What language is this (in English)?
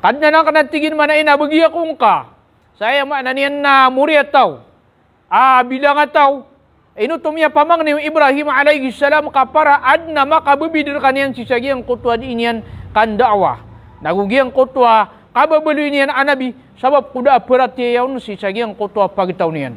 Maranao